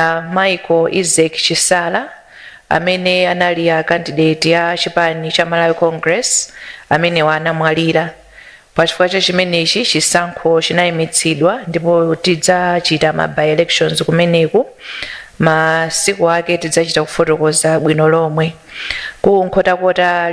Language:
Nyanja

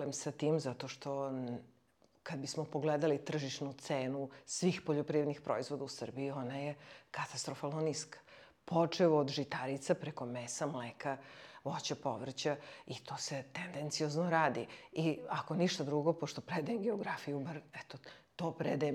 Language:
Serbian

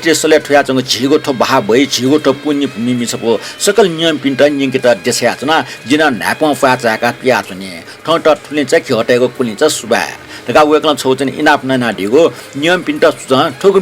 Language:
Newari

